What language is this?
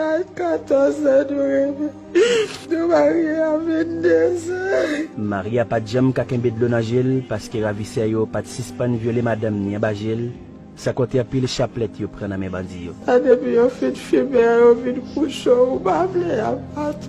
Haitian Creole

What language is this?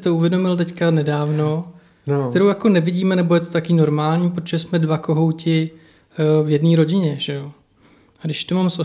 Czech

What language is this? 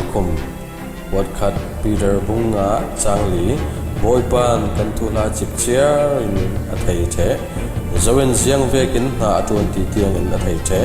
Falam Chin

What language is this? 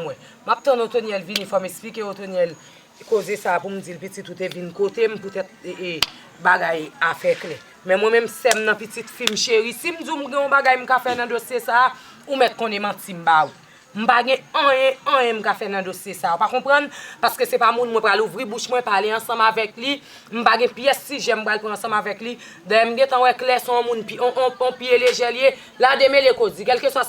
Haitian Creole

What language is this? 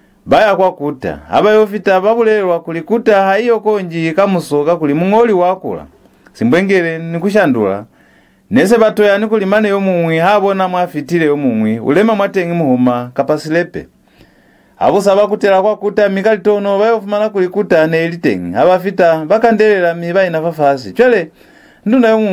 Lozi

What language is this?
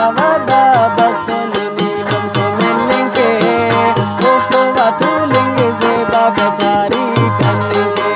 Brahui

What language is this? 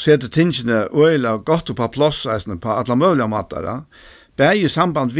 Faroese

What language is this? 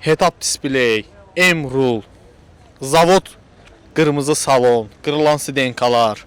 Azerbaijani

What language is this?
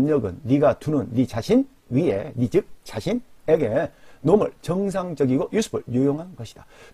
Korean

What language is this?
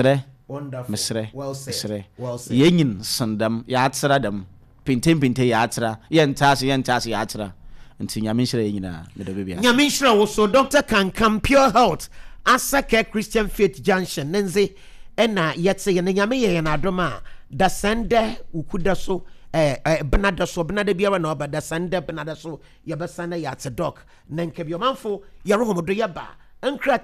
Akan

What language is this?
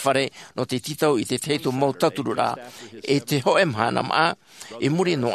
Tahitian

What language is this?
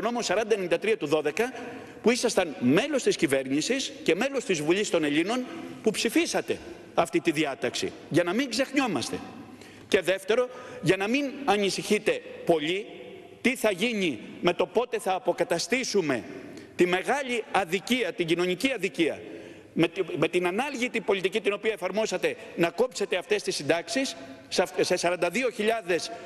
Greek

